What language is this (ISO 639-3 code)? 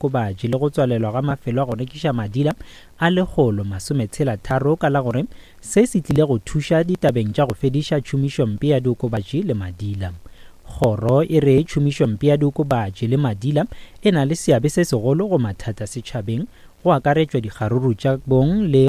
nso